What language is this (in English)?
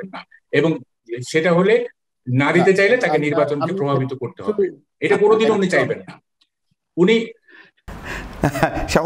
Bangla